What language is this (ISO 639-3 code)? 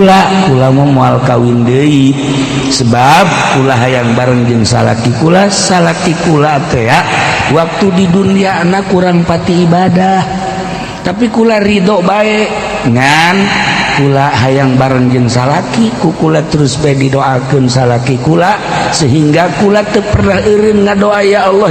sun